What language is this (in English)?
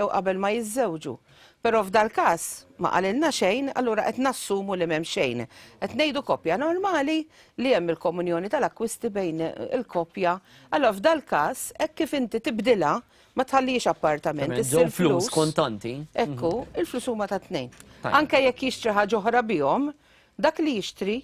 Maltese